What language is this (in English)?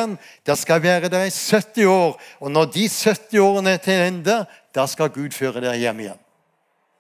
Norwegian